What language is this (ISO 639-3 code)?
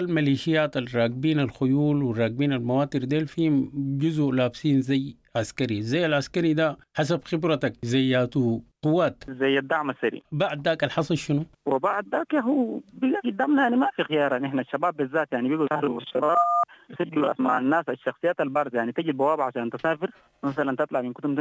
apd